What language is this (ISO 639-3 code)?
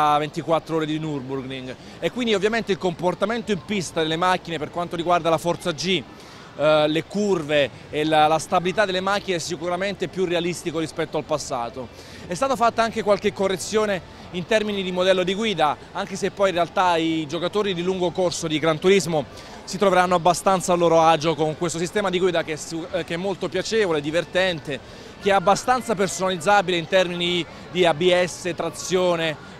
ita